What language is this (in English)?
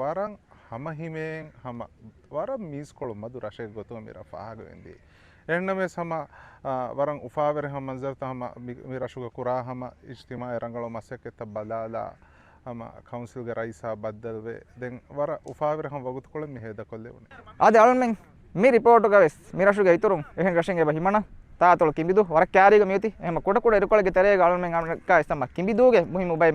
Divehi